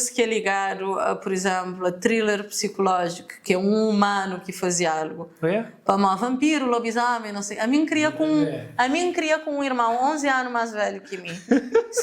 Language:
Kabuverdianu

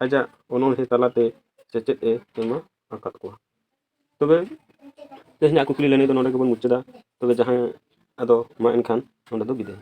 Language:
Santali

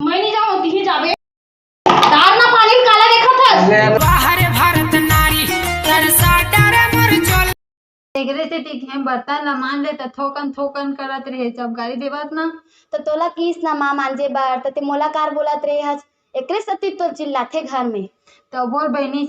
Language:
Chhattisgarhi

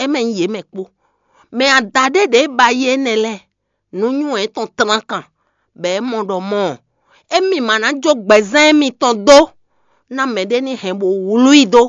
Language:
Fon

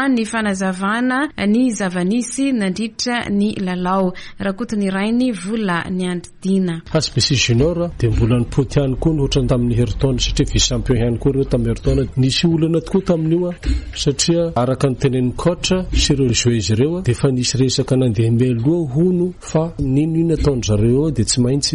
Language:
Malagasy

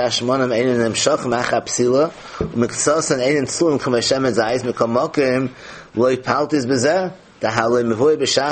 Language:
Yiddish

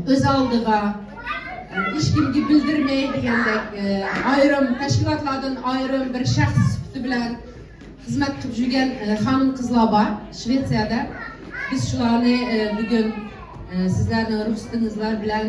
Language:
Uyghur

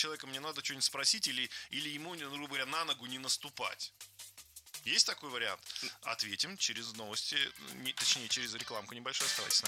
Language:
Russian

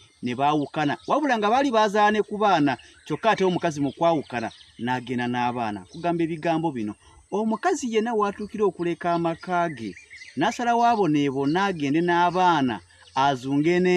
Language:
Ganda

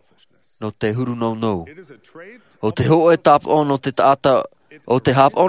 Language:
Tahitian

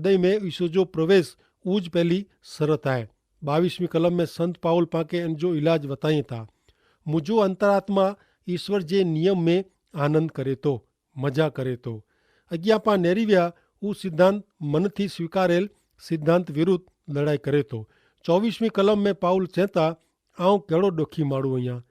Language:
Kachhi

